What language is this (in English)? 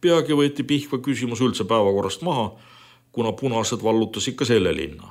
Estonian